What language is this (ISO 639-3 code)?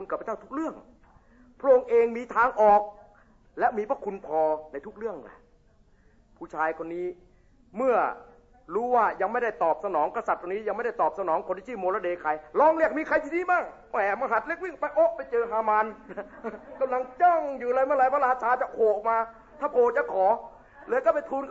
tha